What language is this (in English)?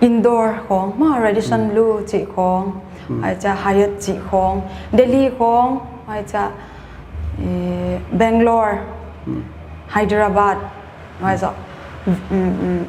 Paite Chin